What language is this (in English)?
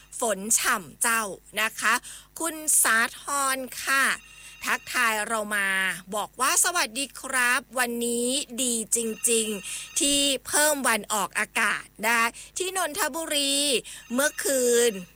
Thai